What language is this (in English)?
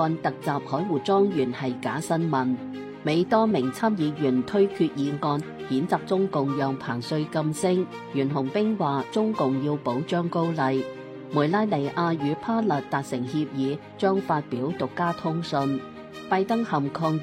Cantonese